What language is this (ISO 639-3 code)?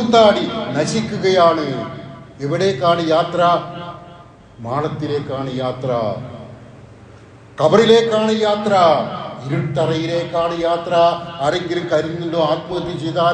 mal